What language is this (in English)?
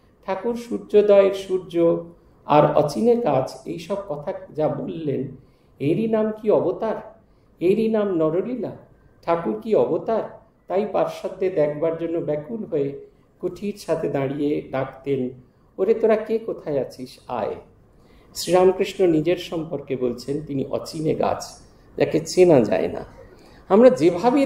Bangla